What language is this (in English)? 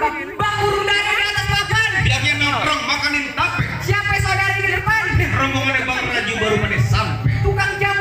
Betawi